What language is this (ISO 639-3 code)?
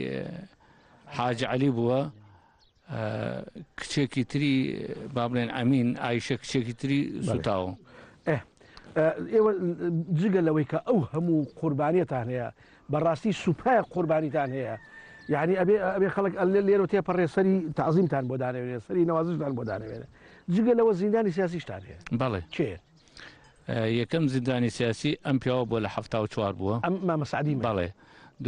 ckb